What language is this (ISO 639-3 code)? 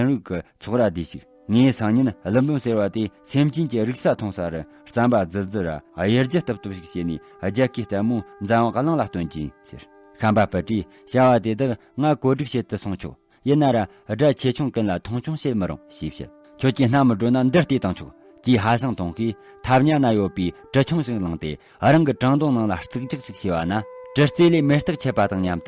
bod